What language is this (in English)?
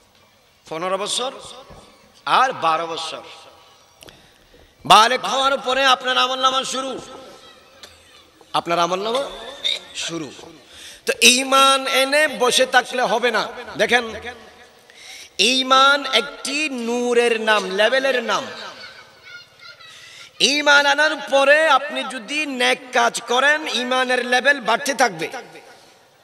Bangla